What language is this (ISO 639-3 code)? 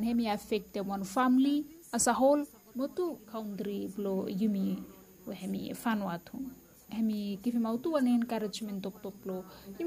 bis